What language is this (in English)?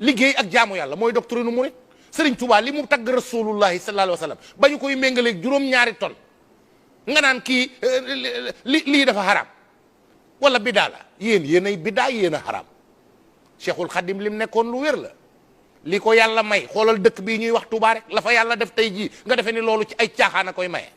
Wolof